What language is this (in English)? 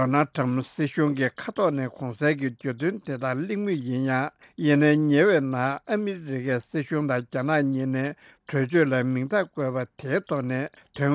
Tibetan